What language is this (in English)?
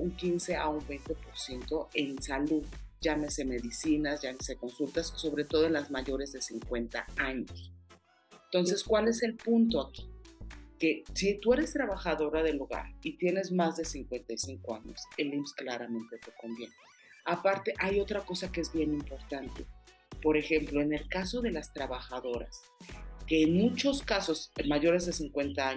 Spanish